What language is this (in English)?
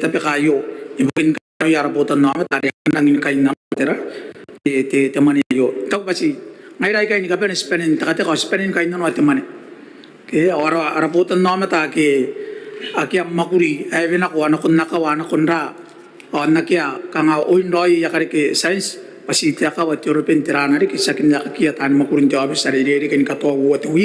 Gilbertese